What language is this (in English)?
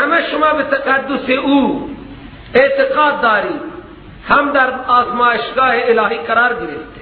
Persian